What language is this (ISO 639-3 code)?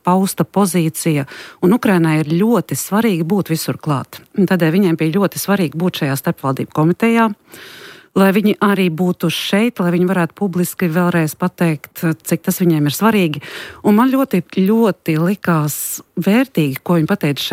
lav